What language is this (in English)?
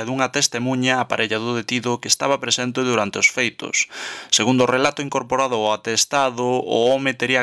Galician